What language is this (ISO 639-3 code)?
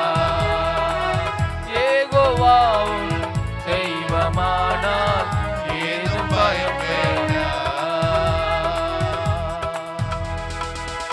tam